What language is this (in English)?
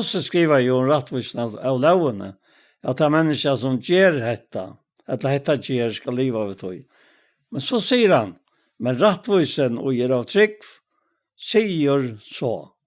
Faroese